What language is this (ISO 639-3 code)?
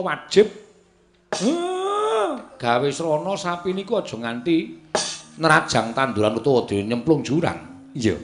jav